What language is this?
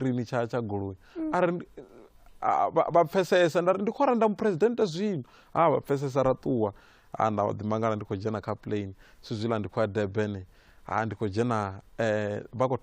Venda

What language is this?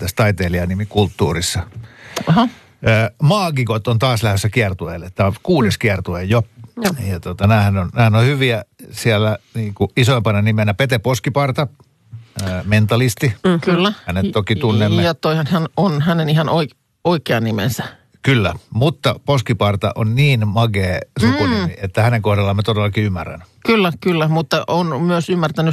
Finnish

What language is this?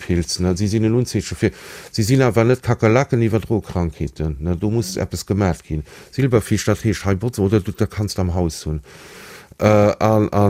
Luxembourgish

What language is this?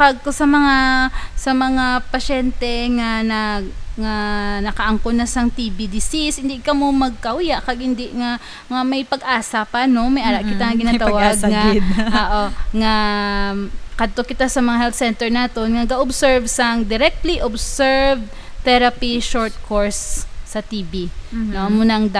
Hiligaynon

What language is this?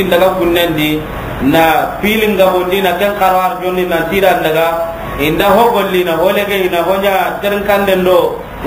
Soninke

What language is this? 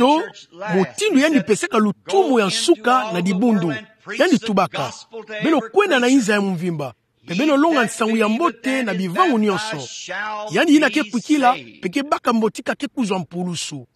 Kituba (Democratic Republic of Congo)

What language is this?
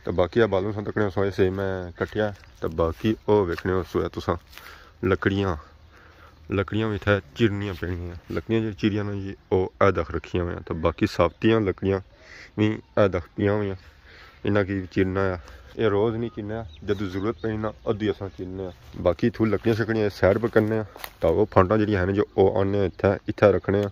Pahari-Potwari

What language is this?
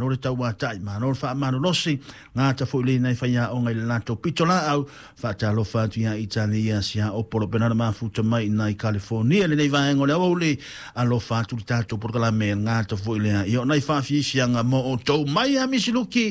Samoan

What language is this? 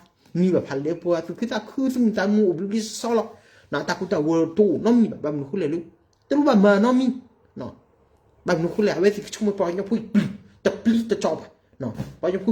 S'gaw Karen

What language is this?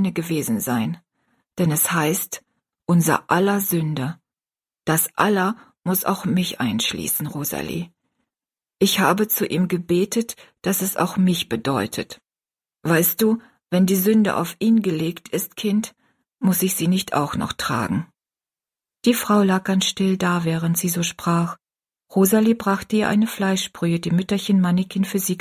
German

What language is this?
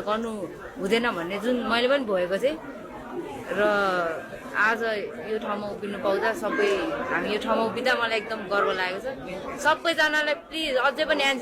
Nepali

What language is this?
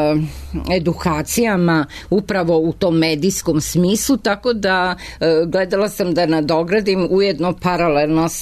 Serbian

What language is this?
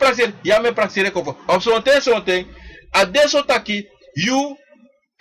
Sranan Tongo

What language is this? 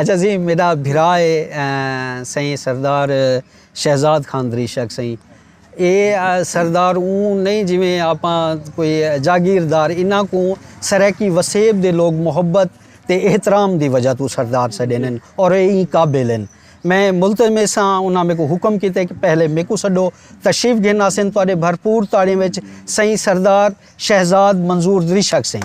Saraiki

